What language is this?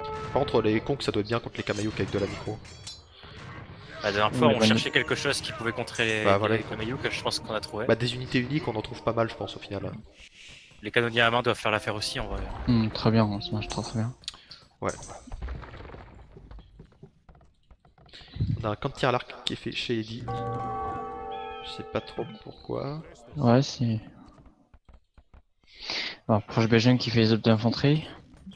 French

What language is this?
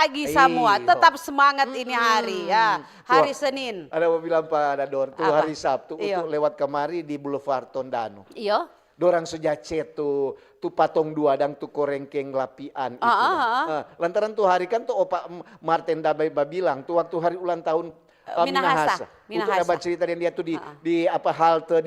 Manado Malay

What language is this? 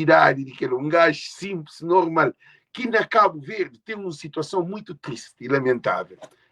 Kabuverdianu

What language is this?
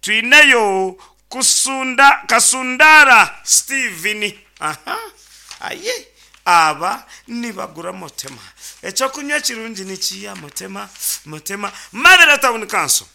Nyankole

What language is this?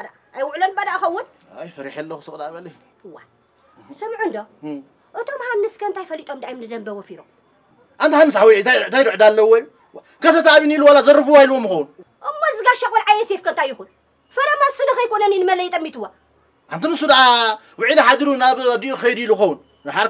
Tigrinya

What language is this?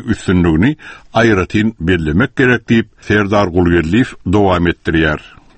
Turkmen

